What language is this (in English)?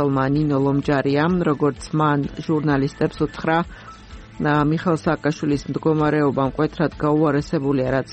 Georgian